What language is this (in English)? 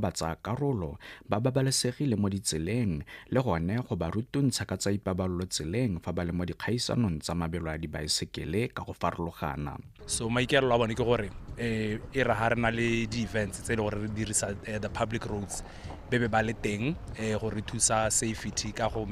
Tswana